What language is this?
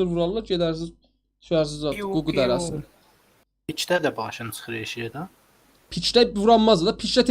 South Azerbaijani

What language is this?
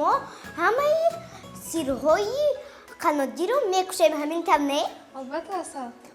Tajik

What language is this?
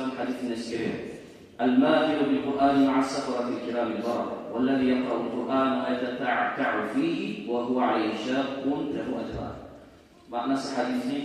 Kumyk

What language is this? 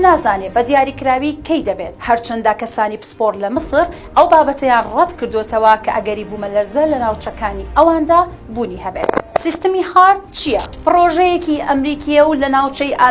Central Kurdish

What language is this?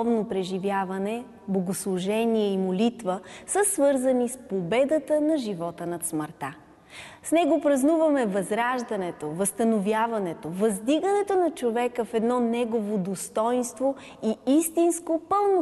Bulgarian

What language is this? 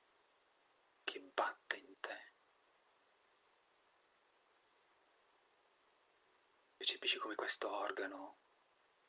Italian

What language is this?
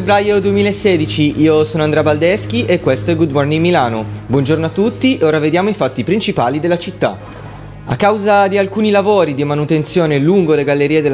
Italian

